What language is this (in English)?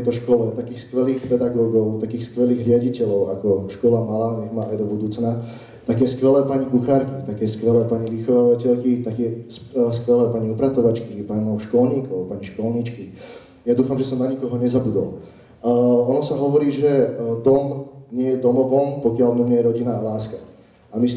Slovak